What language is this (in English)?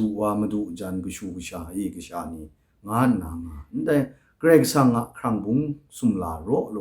Kachin